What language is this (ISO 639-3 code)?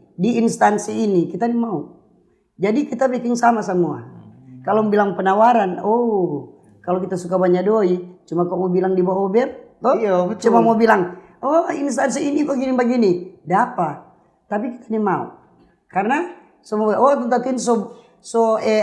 xmm